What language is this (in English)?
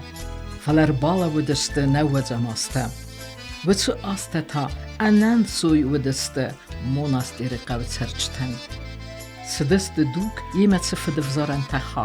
Ossetic